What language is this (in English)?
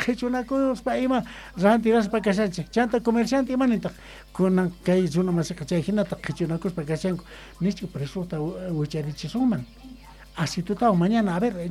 Quechua